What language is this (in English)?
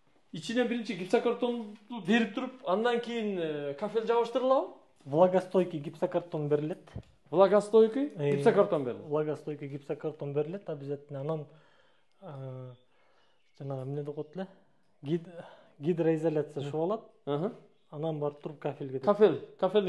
Kyrgyz